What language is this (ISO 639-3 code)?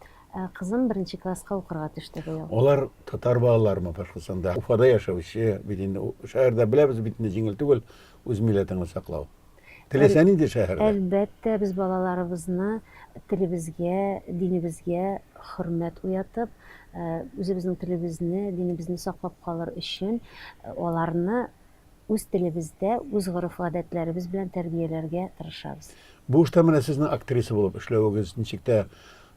tat